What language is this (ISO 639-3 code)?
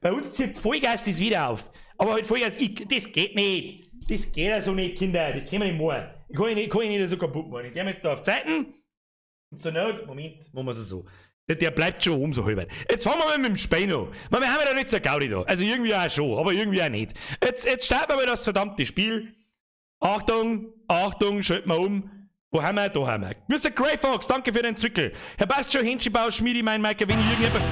bar